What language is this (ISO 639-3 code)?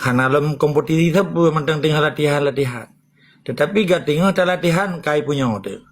ace